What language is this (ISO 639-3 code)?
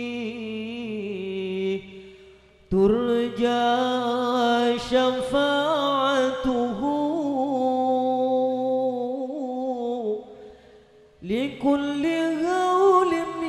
ara